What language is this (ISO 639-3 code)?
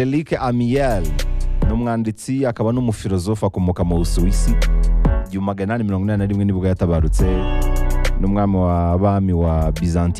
kin